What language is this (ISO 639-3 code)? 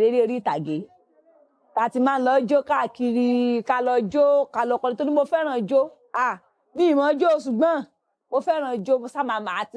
yor